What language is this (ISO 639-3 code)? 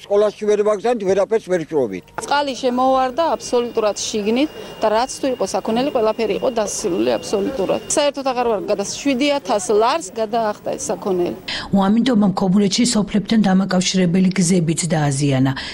kat